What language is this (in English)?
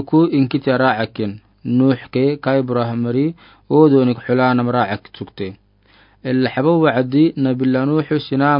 Afar